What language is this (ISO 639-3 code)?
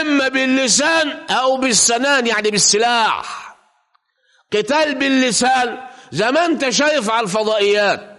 arz